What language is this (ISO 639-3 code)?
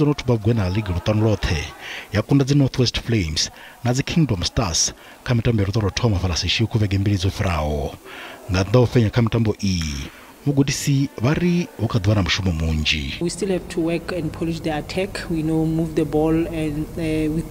ven